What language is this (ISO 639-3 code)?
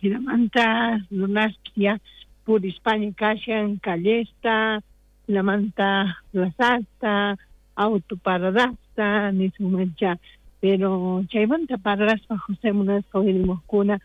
quh